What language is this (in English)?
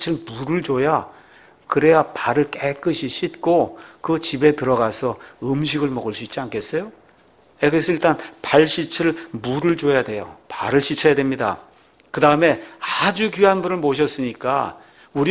Korean